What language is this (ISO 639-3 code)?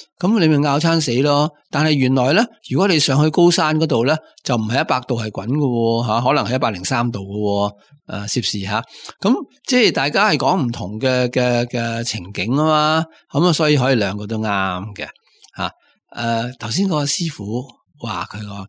yue